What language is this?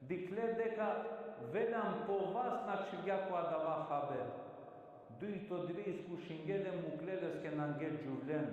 Balkan Romani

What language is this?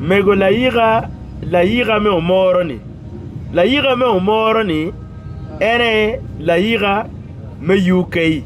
Acoli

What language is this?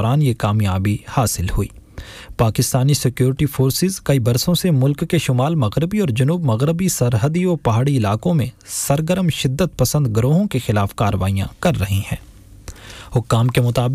Urdu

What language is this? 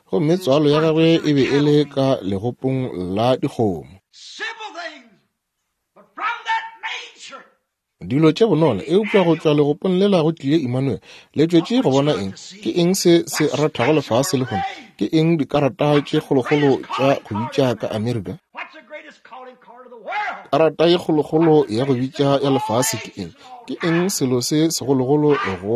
Northern Sotho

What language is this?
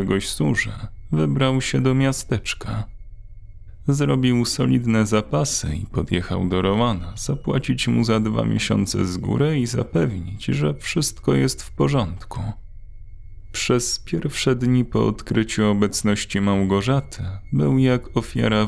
Polish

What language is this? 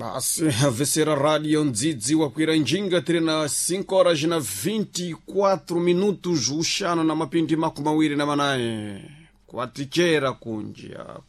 Sena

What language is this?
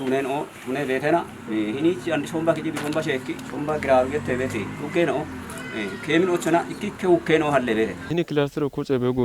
Kafa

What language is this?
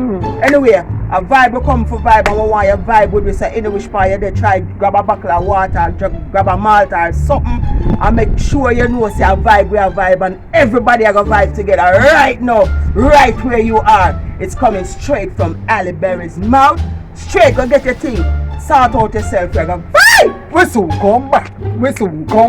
Jamaican Creole English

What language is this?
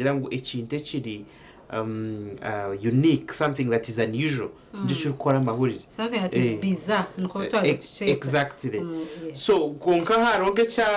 Nyankole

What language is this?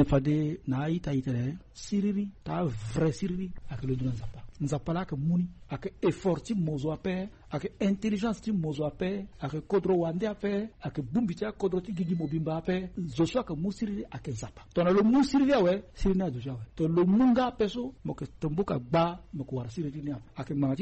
Sango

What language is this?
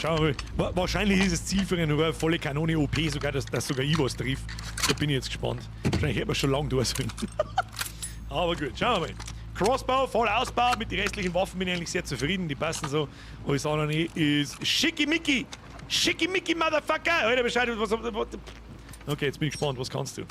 Bavarian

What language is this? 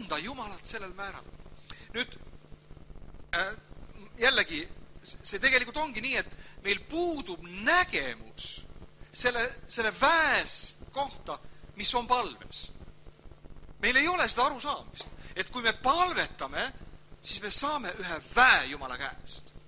Estonian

